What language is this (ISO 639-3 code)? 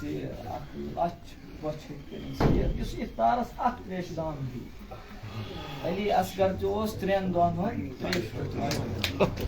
kas